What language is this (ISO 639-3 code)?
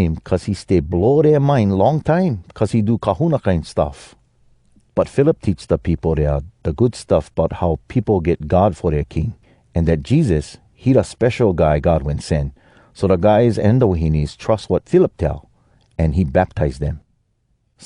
hwc